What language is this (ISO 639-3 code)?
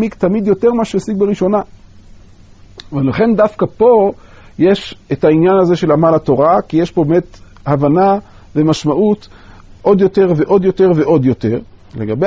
heb